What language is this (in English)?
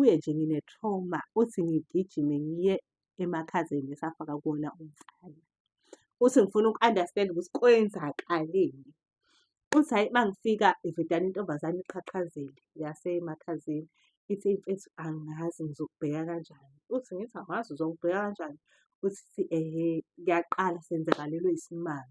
Zulu